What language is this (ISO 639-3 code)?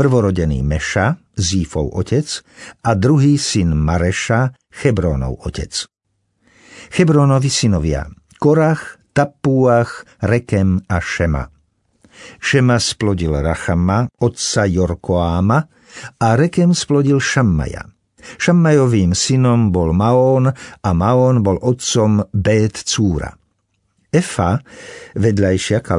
slk